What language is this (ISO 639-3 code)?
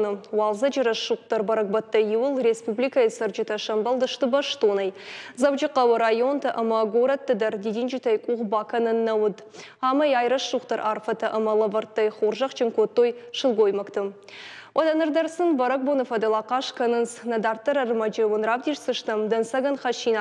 oss